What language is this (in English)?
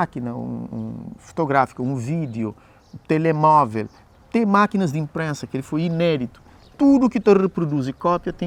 Kabuverdianu